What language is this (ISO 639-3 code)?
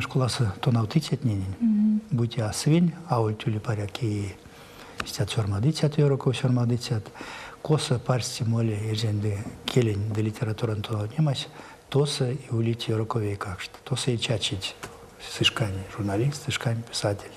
myv